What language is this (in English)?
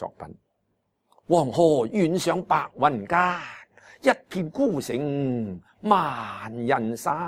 Cantonese